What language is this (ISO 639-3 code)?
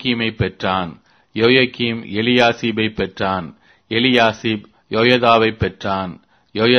tam